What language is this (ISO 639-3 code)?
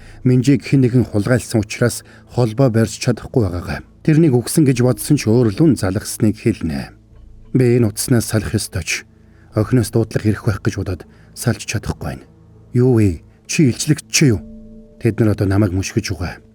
mon